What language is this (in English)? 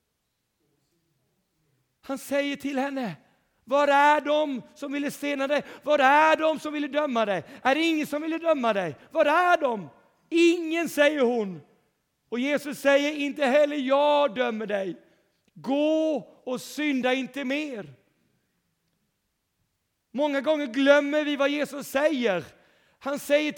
Swedish